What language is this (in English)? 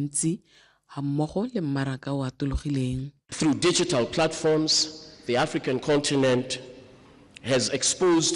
Tswana